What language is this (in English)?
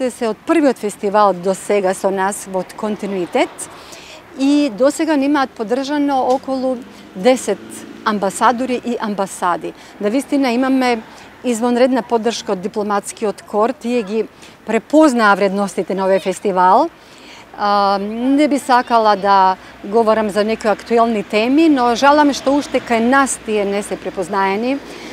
Macedonian